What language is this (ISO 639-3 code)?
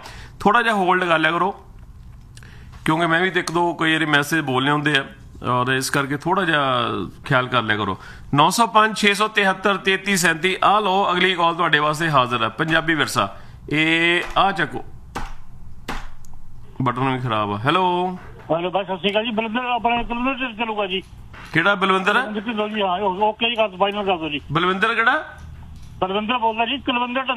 pan